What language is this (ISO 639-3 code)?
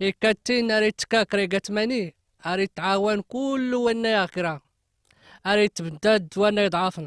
kab